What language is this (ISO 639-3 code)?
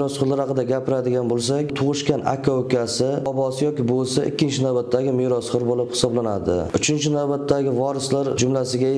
uzb